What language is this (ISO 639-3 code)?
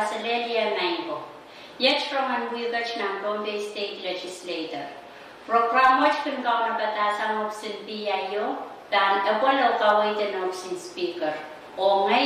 pon